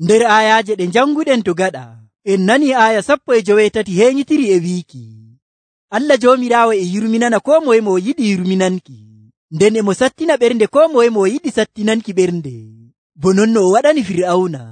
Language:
Nigerian Fulfulde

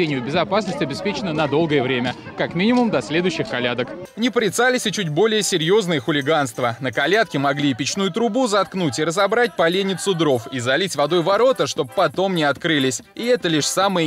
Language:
Russian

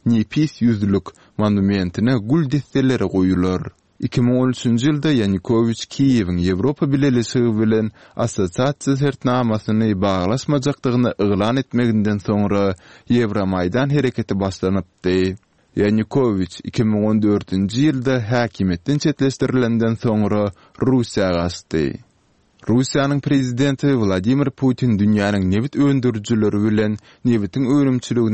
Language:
Turkmen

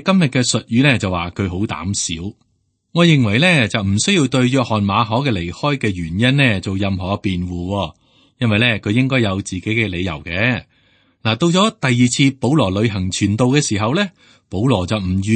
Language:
Cantonese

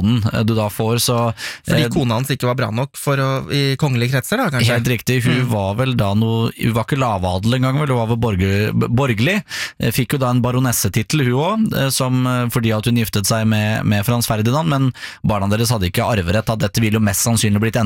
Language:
Norwegian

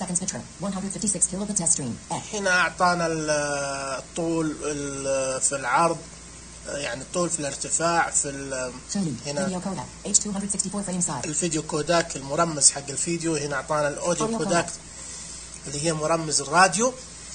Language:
Najdi Arabic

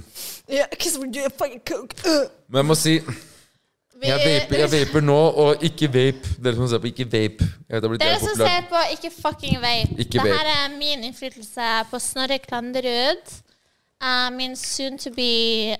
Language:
Norwegian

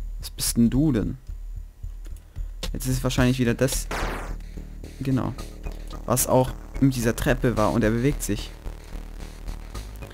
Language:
German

